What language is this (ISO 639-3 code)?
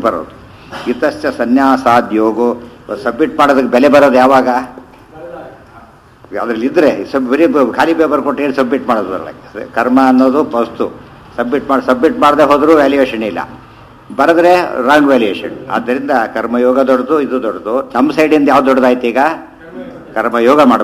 kan